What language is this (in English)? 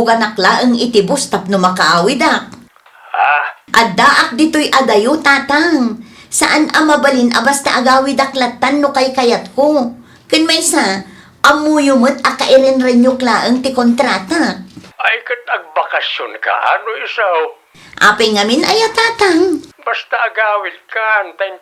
Iloko